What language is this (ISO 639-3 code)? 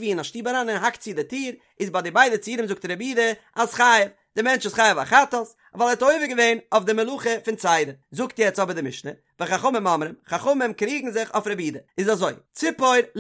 yid